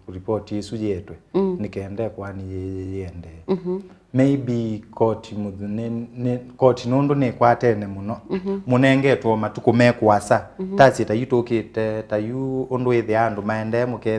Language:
Kamba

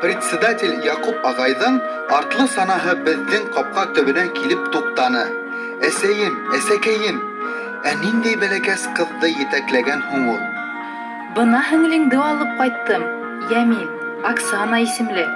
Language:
Bashkir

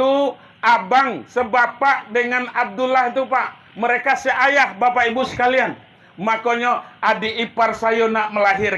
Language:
Minangkabau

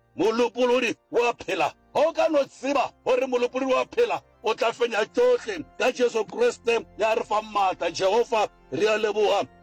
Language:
Northern Sotho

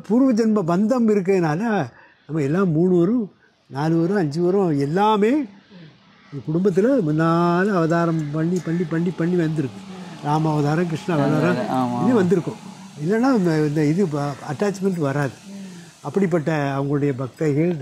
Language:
Tamil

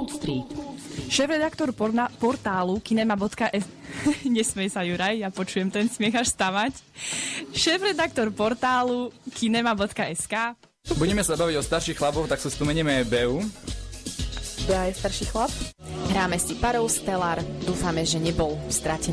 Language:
Slovak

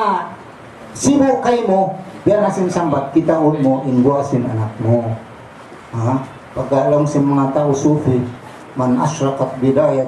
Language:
Tausug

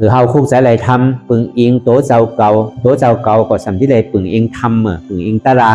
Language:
Shan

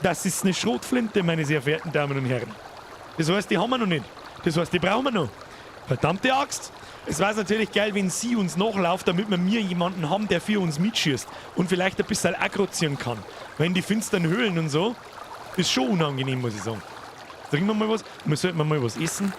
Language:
Bavarian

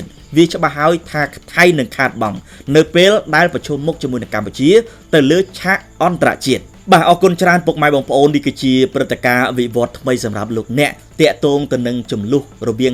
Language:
Khmer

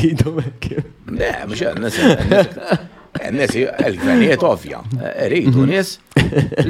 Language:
Maltese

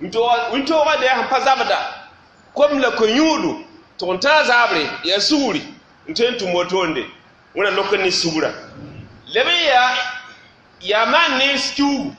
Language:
Mossi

